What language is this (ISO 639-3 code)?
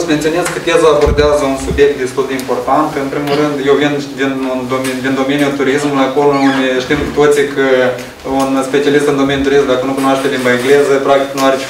ron